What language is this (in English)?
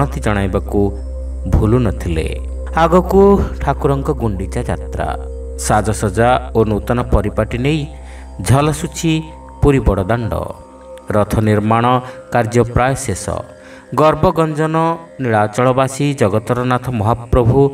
Odia